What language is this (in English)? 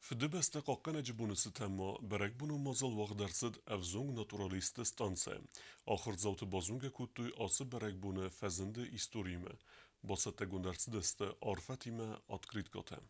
Ossetic